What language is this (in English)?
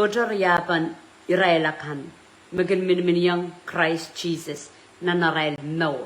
Pohnpeian